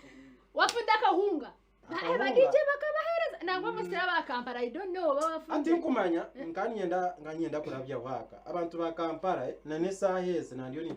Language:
Nyankole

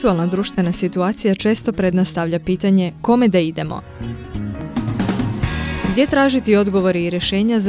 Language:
Croatian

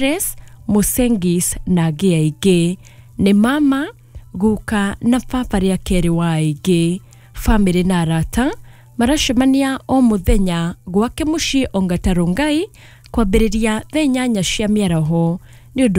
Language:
Kikuyu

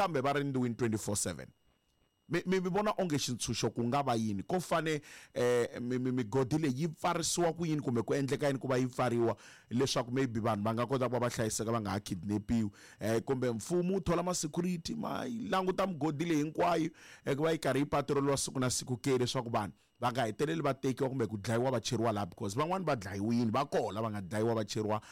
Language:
Tsonga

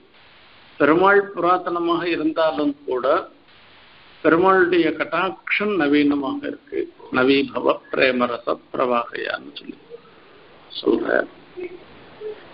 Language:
Tamil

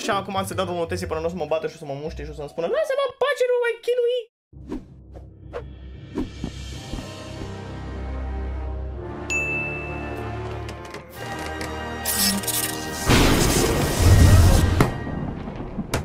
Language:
Romanian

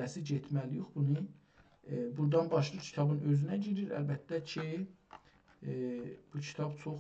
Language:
South Azerbaijani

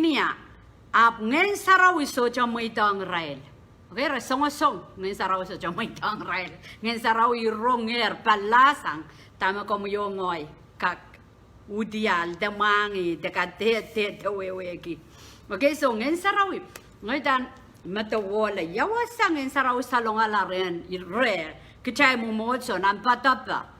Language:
Pohnpeian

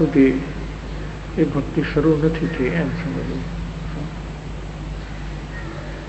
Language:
Gujarati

